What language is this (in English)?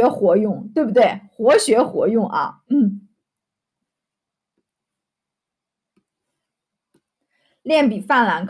Chinese